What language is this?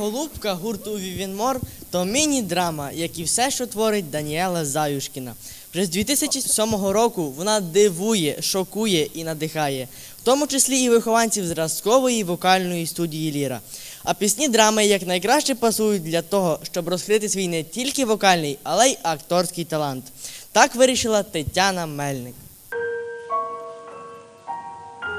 Ukrainian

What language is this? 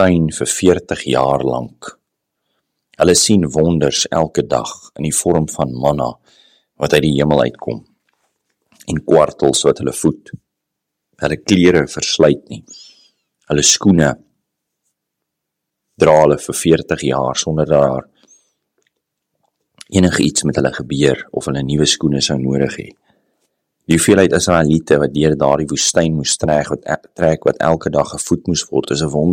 Afrikaans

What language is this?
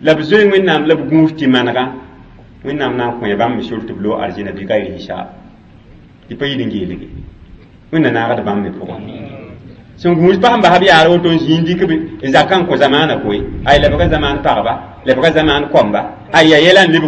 Mossi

